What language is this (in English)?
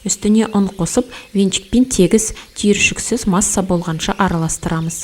Kazakh